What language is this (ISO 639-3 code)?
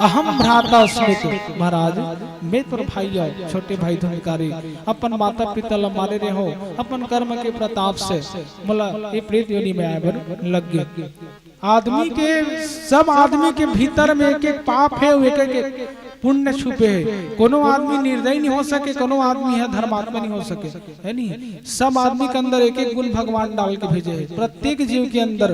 hne